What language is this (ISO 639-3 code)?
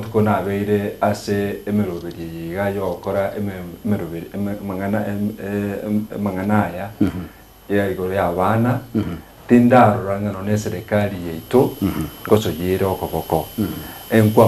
guz